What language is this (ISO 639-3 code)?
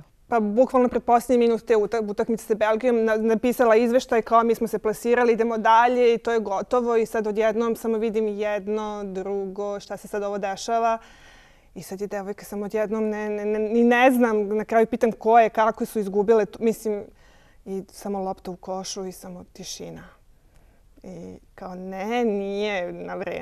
srp